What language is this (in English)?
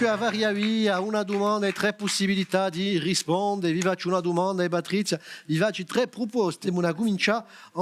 Corsican